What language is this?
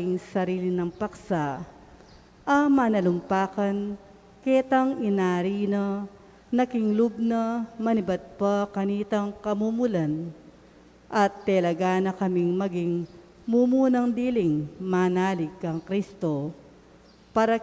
Pampanga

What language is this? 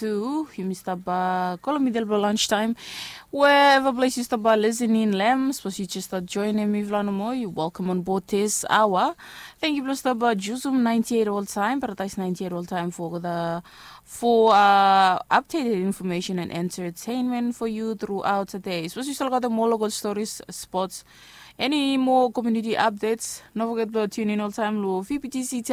Bislama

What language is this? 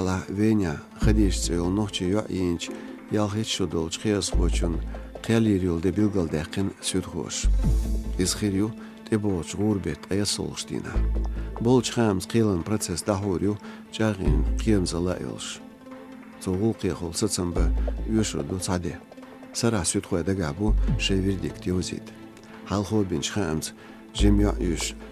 Chechen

